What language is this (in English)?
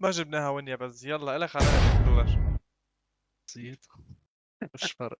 North Levantine Arabic